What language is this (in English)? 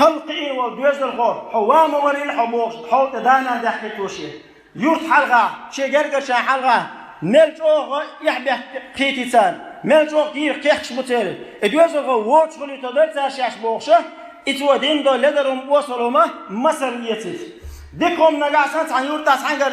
Chechen